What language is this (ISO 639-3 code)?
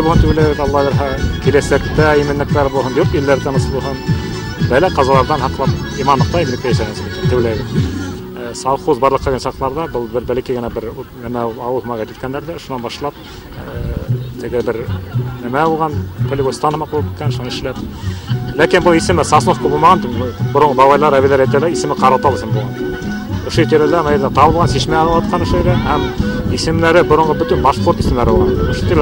bak